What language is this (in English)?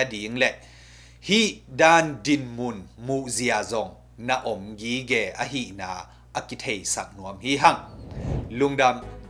Tedim Chin